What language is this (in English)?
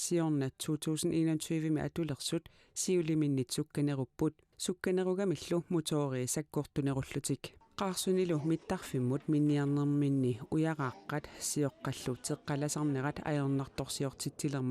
Kalaallisut